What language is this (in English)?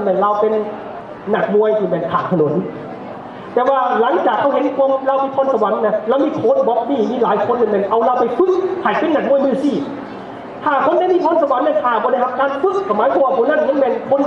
Lao